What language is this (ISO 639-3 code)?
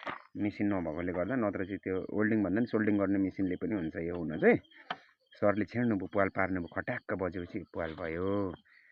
nep